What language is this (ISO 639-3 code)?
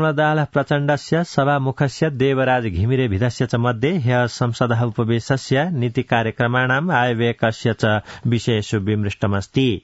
san